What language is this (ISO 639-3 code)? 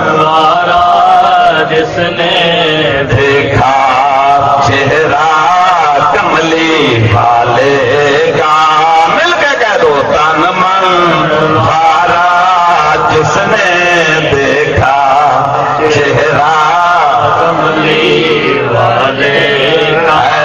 skr